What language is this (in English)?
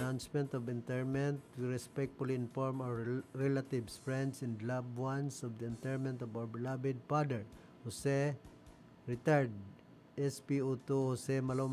Bikol